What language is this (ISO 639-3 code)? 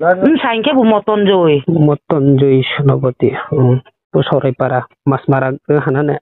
ria